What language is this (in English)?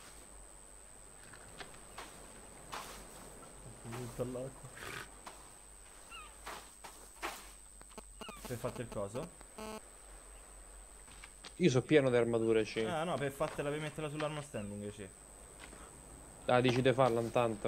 Italian